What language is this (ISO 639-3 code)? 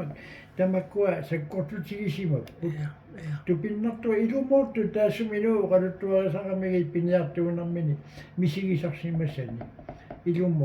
kal